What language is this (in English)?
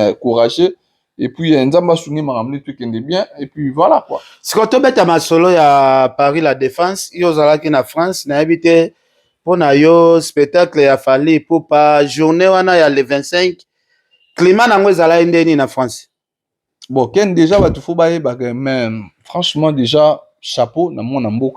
Lingala